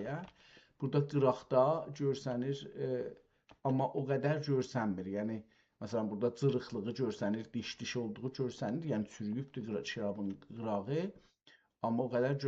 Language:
South Azerbaijani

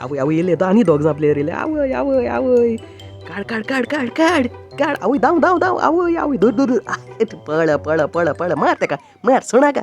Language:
Konkani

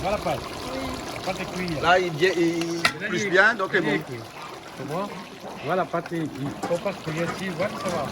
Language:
Réunion Creole French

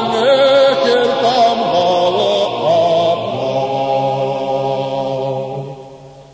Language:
Karachay-Balkar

